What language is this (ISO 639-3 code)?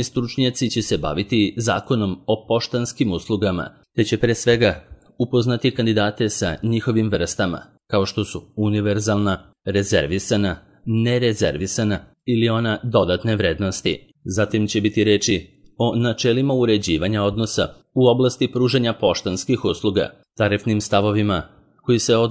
srp